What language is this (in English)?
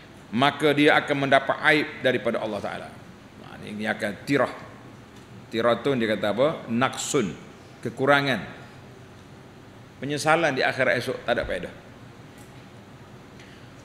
Malay